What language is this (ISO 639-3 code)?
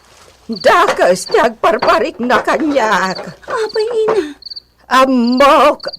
ilo